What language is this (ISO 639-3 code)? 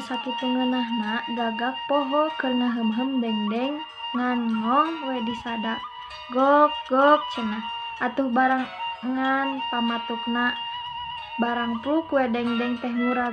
sun